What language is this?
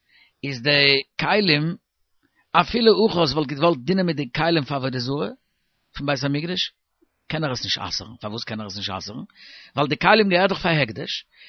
Yiddish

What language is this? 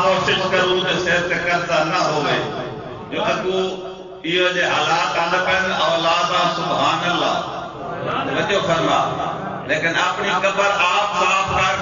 Saraiki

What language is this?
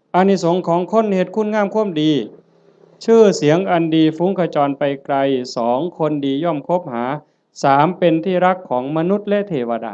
Northeastern Thai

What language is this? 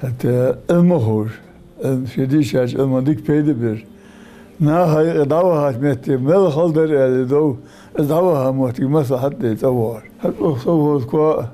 Ingush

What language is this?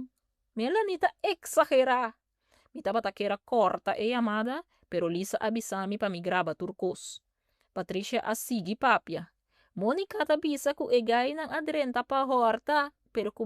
Papiamento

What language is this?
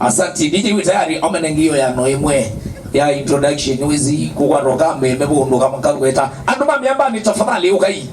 Kamba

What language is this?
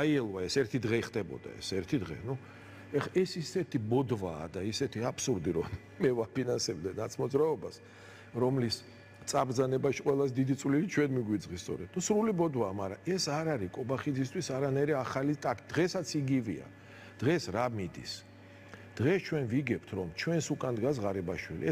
Georgian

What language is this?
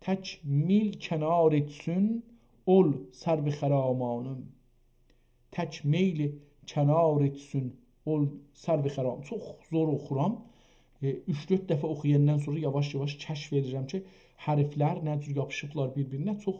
South Azerbaijani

